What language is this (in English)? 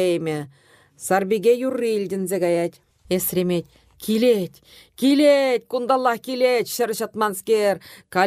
Chuvash